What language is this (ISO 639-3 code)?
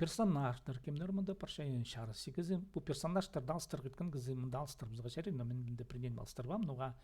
kjh